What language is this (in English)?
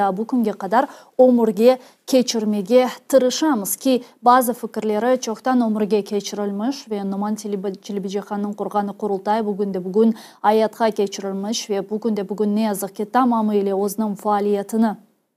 Crimean Tatar